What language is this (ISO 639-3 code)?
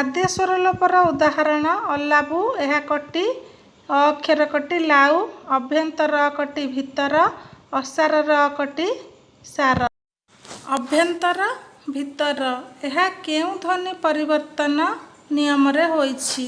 ori